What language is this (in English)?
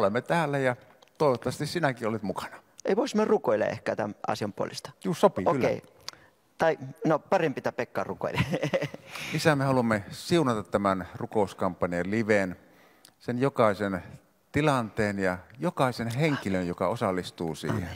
Finnish